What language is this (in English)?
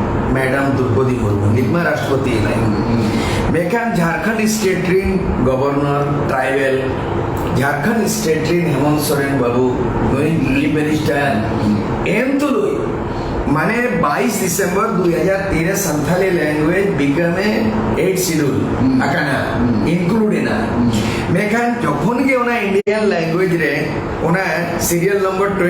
Santali